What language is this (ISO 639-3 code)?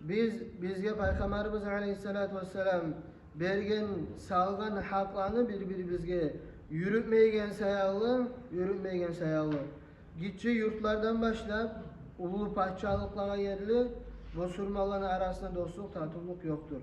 kum